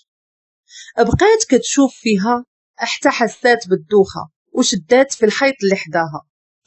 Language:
Moroccan Arabic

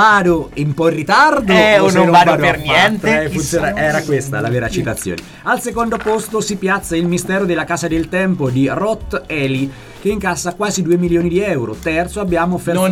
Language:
Italian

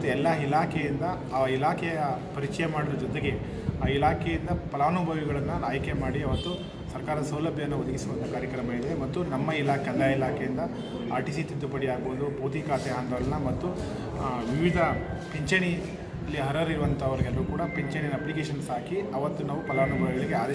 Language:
Kannada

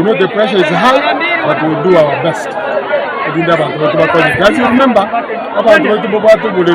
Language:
Gusii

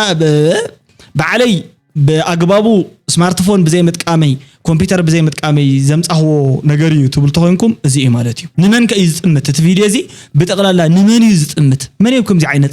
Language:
Tigrinya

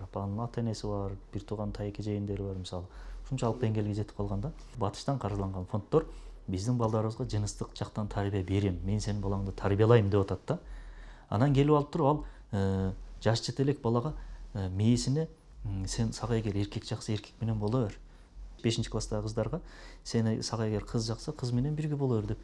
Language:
Kyrgyz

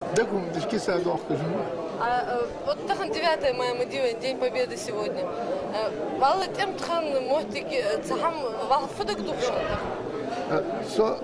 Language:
Ingush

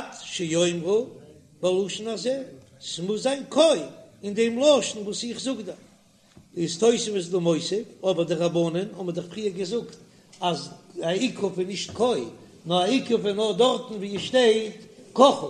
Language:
Yiddish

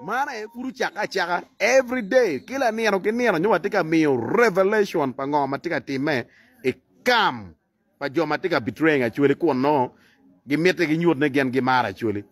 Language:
Acoli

